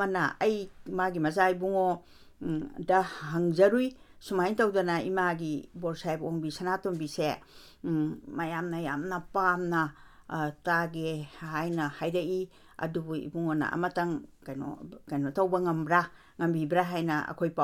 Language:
Manipuri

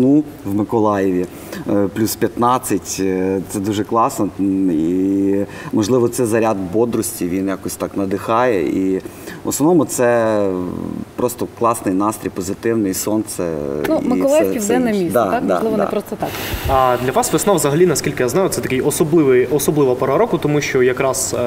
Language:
Ukrainian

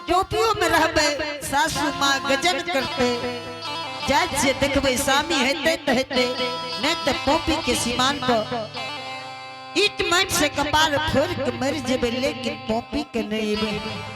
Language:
Angika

